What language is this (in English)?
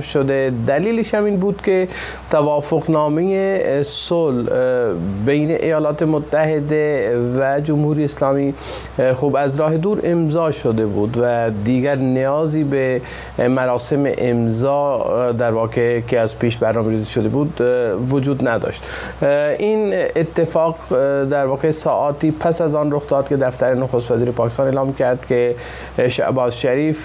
Persian